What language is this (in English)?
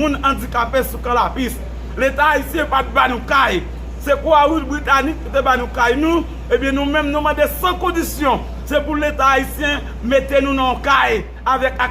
Haitian Creole